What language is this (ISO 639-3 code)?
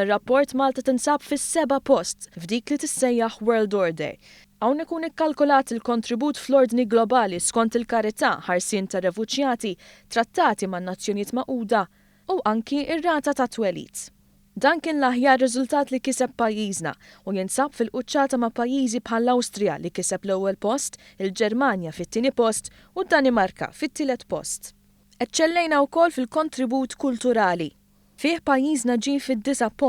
mlt